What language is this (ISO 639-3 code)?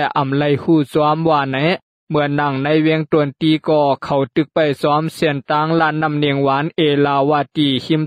shn